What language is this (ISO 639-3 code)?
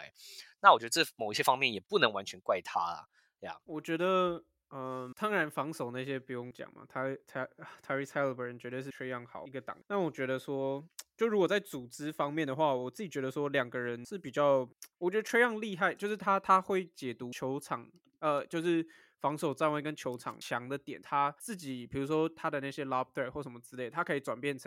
zho